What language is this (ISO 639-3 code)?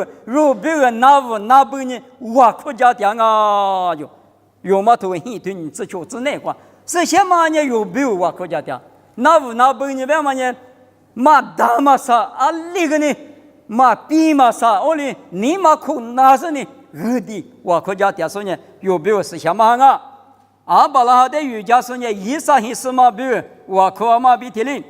lis